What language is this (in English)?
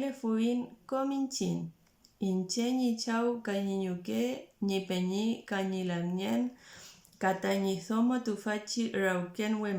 Mapuche